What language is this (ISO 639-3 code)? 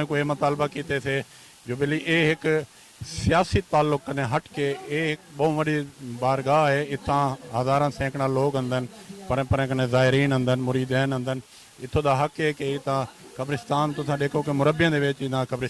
skr